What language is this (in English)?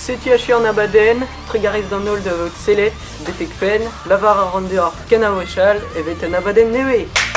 Breton